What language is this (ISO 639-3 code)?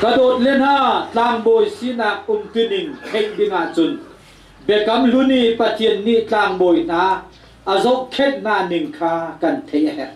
cnh